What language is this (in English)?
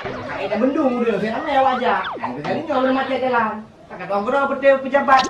Achinese